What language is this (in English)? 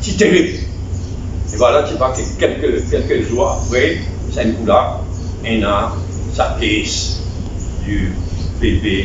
Morisyen